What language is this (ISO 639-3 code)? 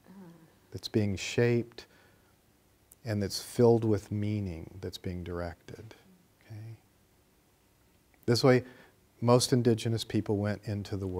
eng